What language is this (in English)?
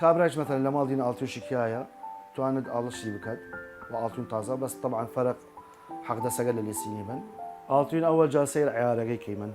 Southern Kurdish